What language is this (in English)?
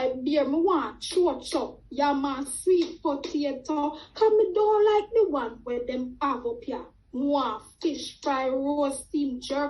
Jamaican Creole English